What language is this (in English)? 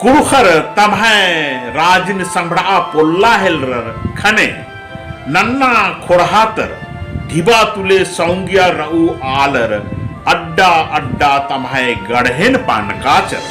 Kurukh